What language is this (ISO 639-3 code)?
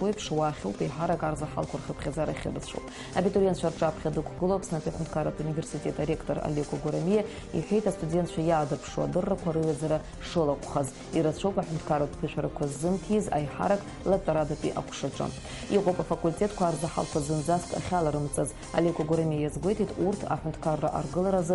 abk